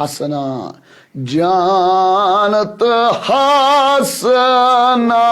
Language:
Kashmiri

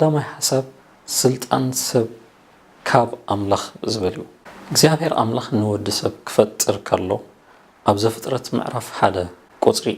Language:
Tigrinya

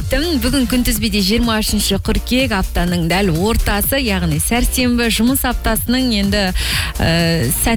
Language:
Kazakh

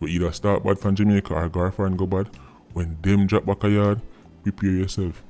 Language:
Jamaican Creole English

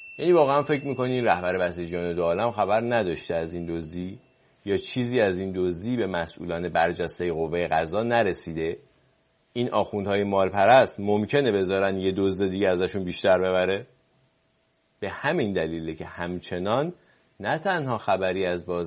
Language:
Persian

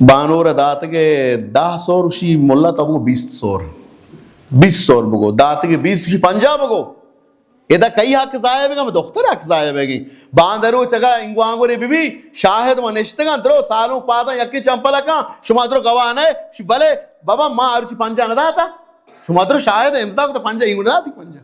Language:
Baluchi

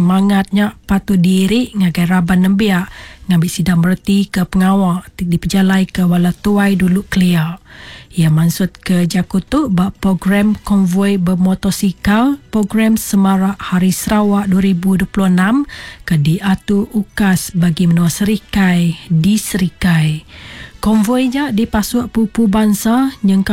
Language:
Iban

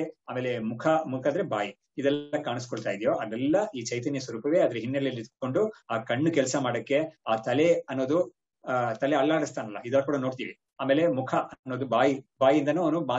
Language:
Kannada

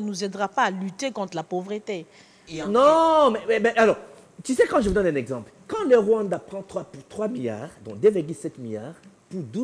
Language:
French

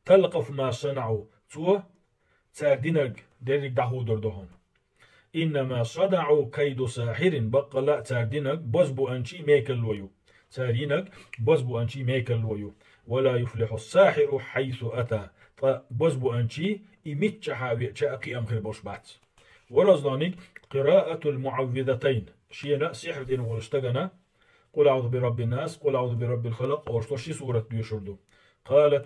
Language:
Chechen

